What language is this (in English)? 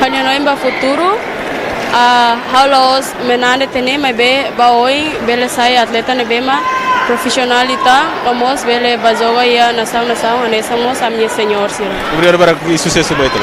Tetum